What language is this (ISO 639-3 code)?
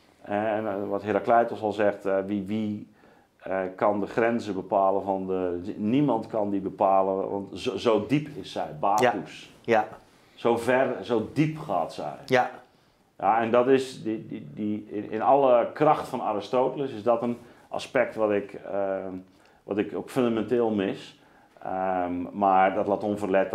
nld